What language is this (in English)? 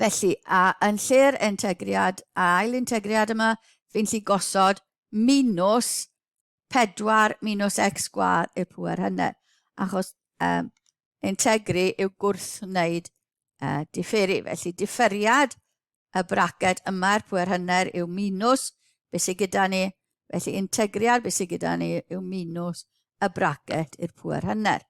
Welsh